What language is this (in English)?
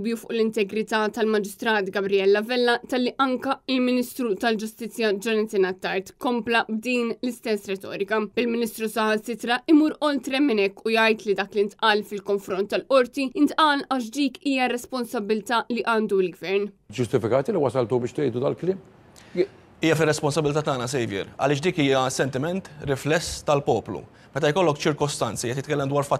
Maltese